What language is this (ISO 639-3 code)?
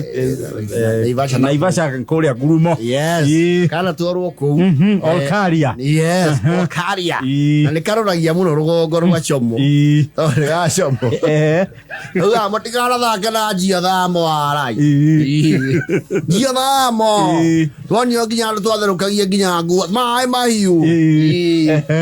kik